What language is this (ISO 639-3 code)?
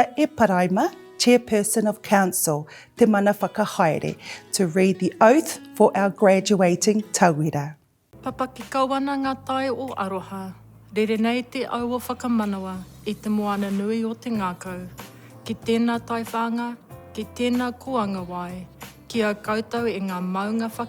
mri